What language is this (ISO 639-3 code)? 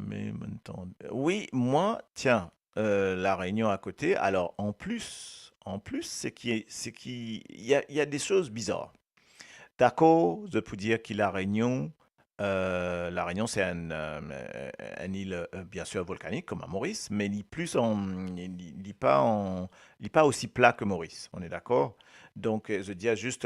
mfe